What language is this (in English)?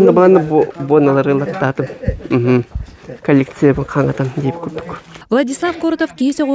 Yakut